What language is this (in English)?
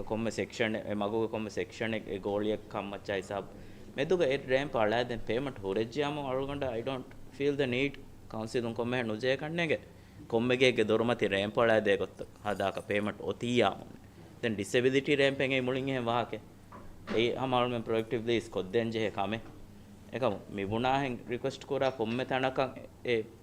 Divehi